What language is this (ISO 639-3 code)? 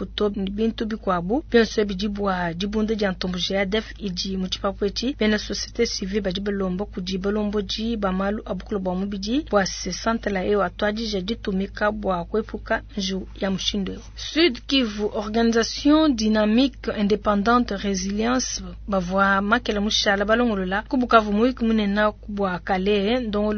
lua